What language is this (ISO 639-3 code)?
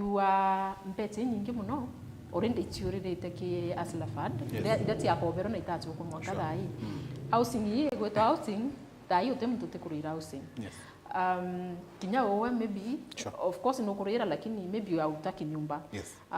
mer